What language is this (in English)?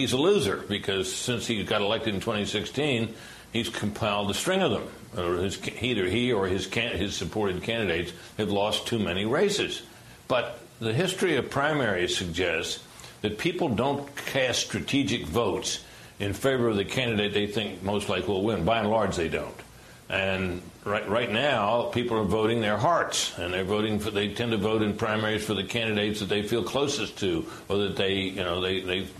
English